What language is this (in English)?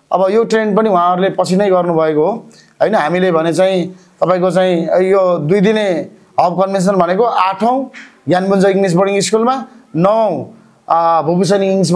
Nepali